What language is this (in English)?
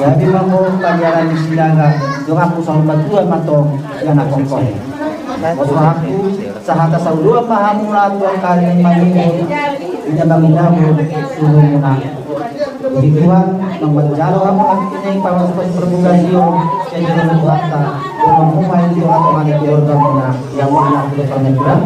Batak Toba